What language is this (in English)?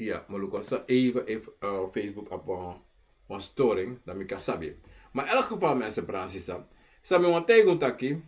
Sranan Tongo